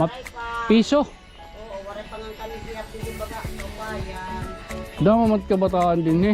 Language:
Waray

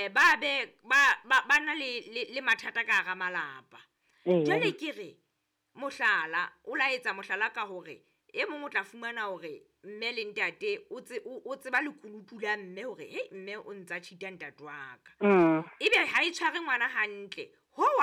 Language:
Southern Sotho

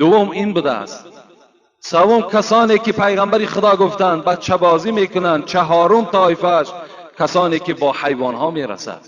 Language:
Tajik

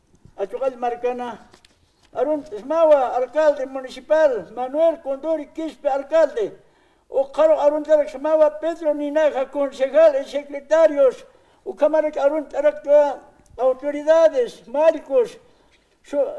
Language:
Aymara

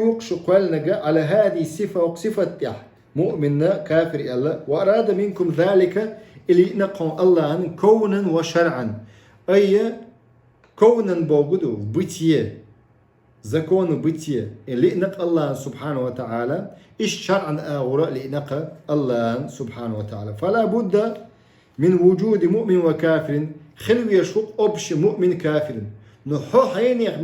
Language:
Chechen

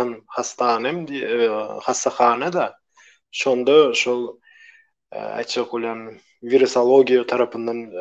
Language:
Turkmen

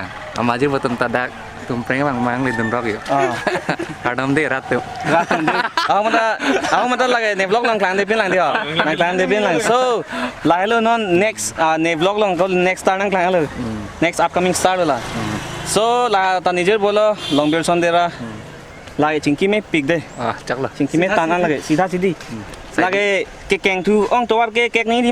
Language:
Karbi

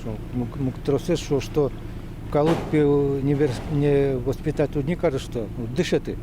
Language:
Udmurt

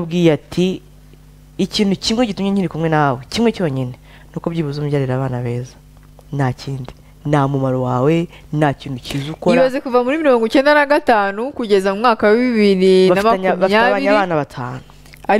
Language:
Kinyarwanda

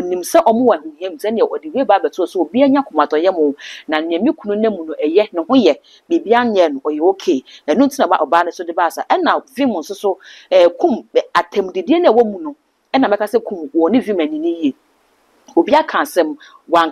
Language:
Akan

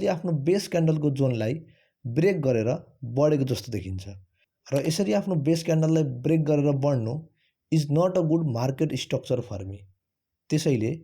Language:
Nepali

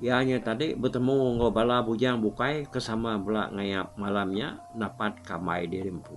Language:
Iban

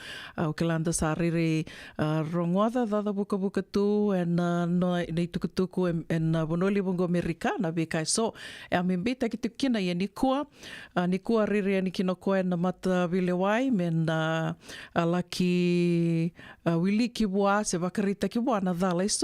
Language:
Fijian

